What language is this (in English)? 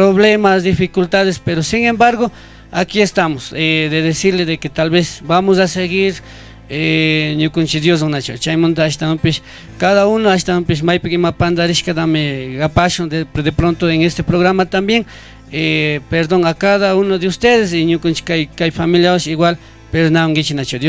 Chimborazo Highland Quichua